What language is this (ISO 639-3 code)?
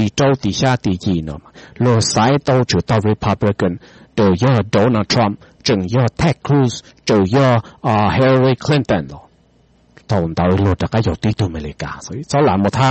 hmn